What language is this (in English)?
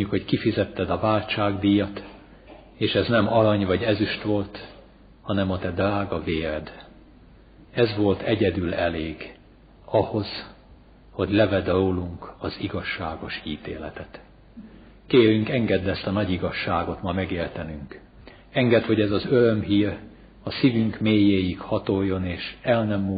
Hungarian